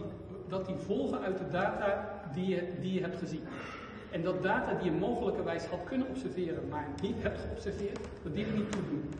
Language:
Dutch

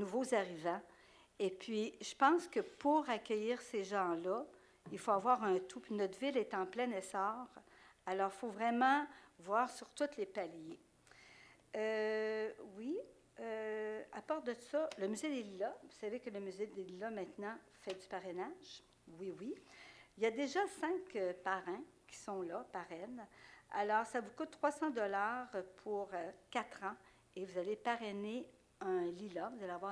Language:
French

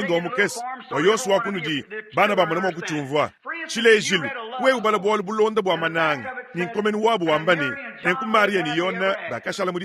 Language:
Luba-Lulua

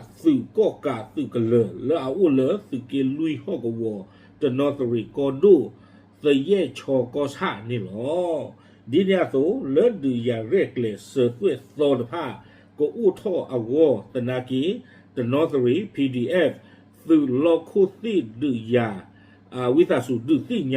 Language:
S'gaw Karen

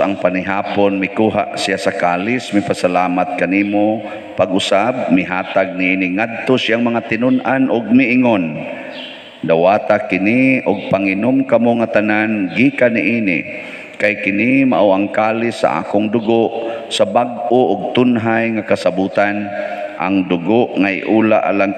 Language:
Cebuano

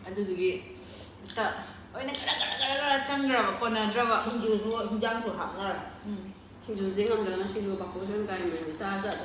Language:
Manipuri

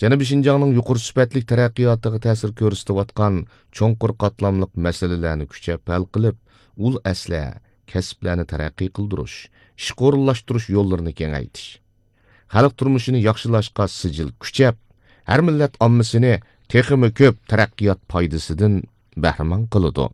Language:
Uyghur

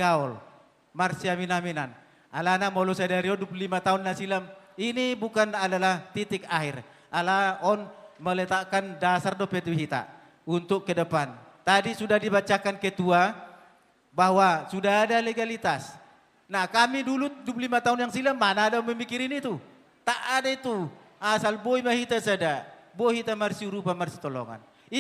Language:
Batak Toba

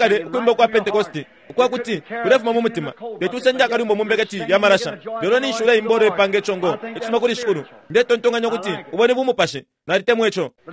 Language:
Bemba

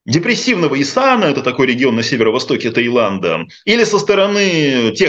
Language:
Russian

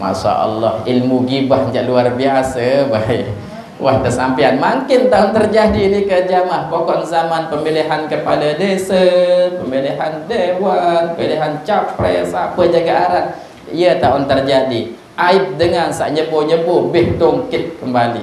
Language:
Sasak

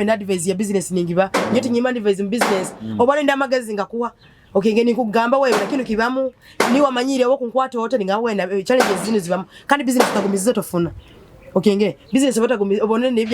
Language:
Nyoro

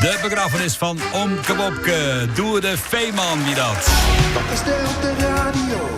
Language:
Western Frisian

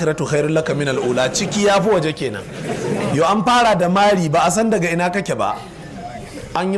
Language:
Hausa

